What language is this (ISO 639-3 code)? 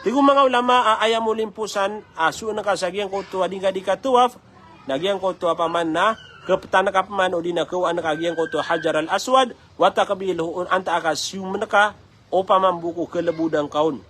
mrw